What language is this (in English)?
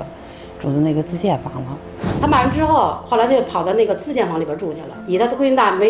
Chinese